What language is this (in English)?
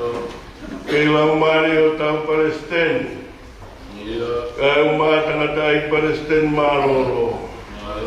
Tongan